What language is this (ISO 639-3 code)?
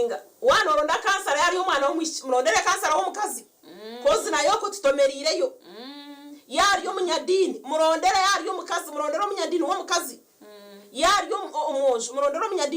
nyn